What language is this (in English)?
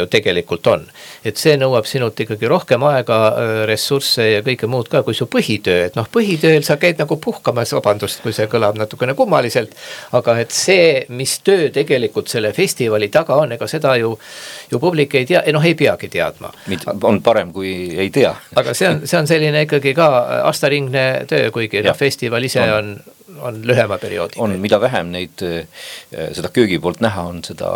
Estonian